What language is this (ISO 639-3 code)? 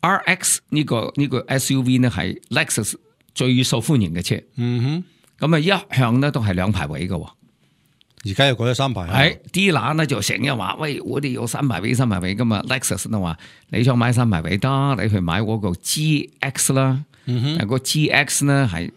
yue